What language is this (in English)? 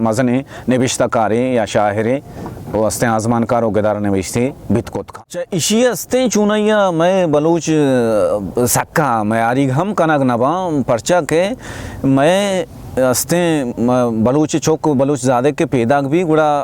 Baluchi